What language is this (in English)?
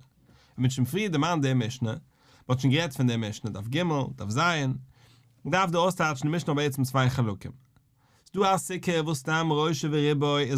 Yiddish